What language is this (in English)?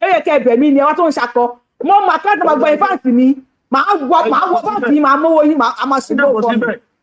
Yoruba